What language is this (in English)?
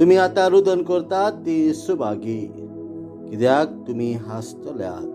Konkani